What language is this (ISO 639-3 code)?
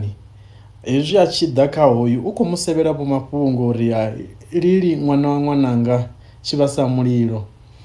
ven